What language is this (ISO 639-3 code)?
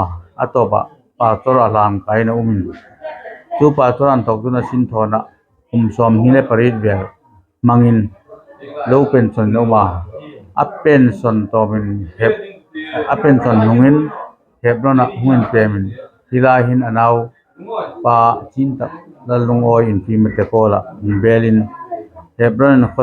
hmr